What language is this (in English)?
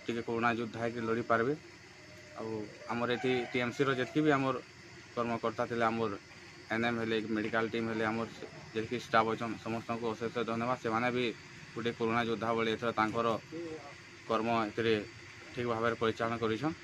Odia